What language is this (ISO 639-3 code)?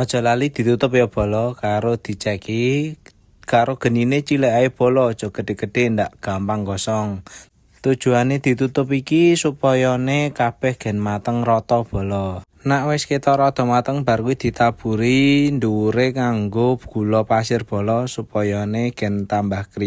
jav